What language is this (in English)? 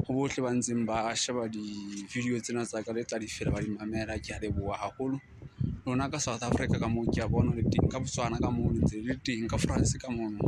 Southern Sotho